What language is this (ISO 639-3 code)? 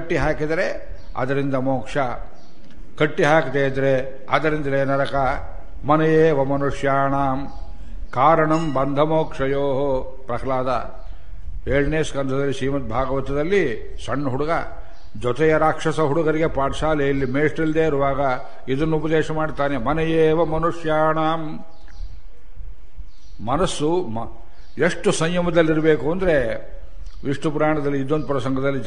kan